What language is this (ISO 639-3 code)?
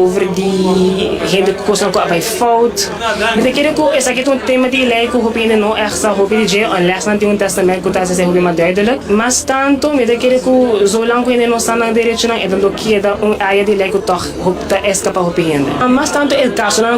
pap